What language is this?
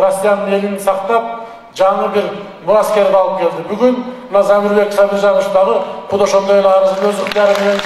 Kyrgyz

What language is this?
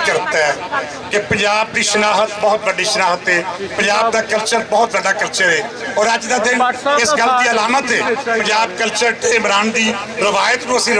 Western Panjabi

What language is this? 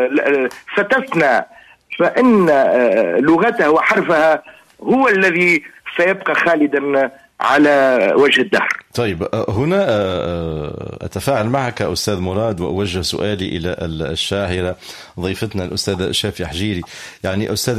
Tunisian Arabic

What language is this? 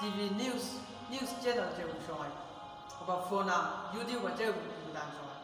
Chang Naga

